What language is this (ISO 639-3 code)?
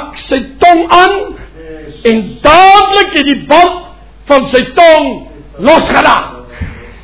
afr